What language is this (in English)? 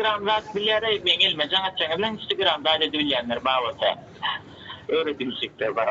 Turkmen